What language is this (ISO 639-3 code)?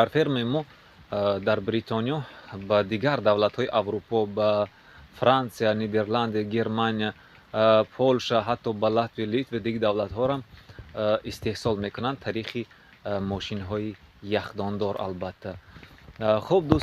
tgk